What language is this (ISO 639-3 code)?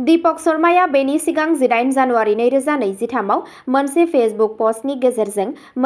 brx